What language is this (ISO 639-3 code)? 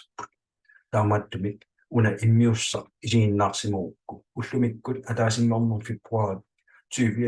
kal